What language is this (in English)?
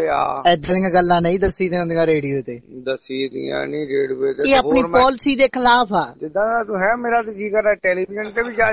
Punjabi